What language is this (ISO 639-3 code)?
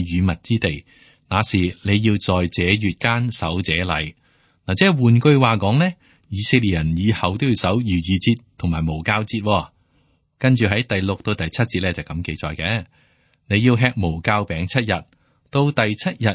yue